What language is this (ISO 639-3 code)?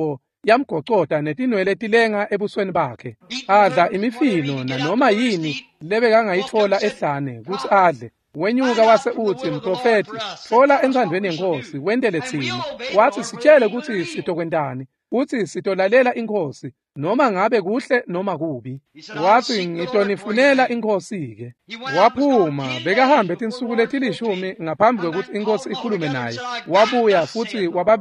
ssw